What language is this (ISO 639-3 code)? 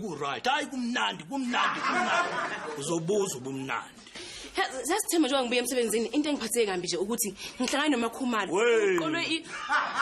zul